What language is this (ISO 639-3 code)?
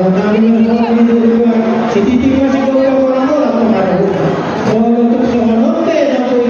bbc